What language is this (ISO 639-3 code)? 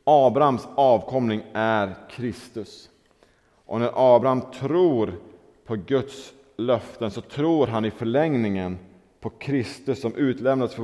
swe